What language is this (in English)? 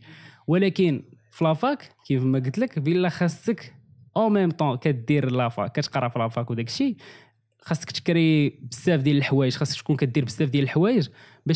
Moroccan Arabic